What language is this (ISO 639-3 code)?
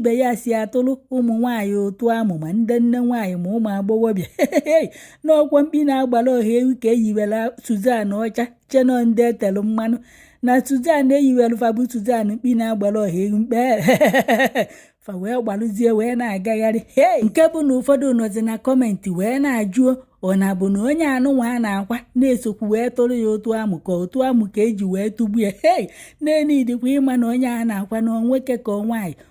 ibo